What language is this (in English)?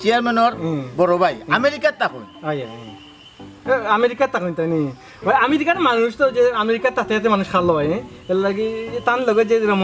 Sylheti